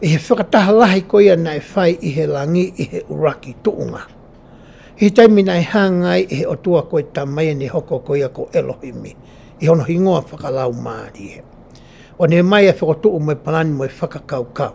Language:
Tongan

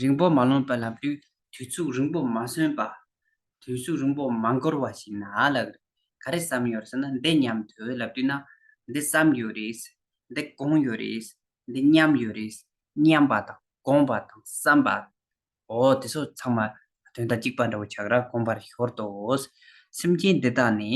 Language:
Tibetan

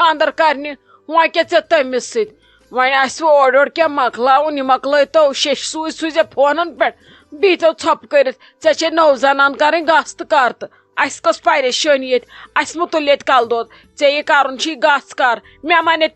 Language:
Kashmiri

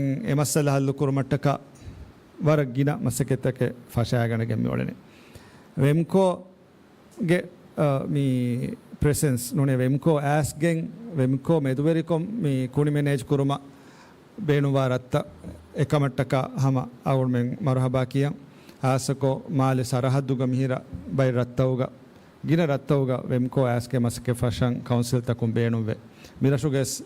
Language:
Divehi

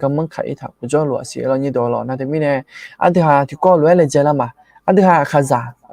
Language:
Akha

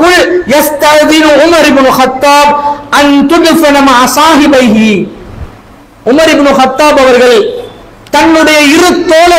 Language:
Tamil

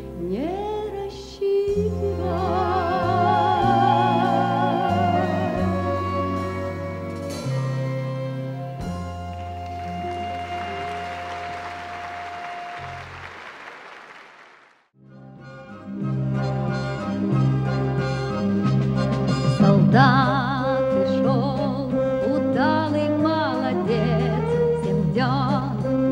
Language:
Russian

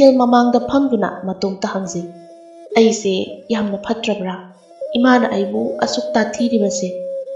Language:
Manipuri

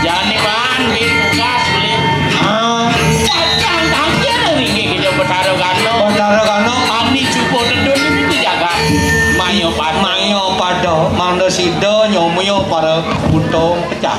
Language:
Balinese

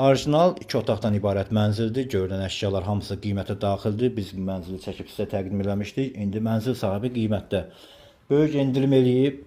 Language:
Azerbaijani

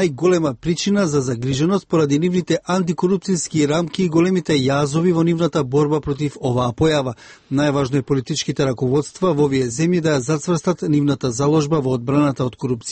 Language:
Macedonian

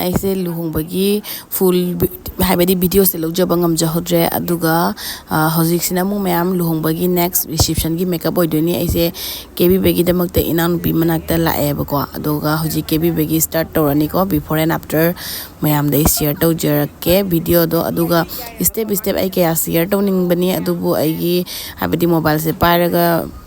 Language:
Manipuri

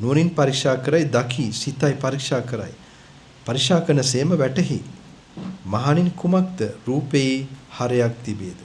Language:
Sinhala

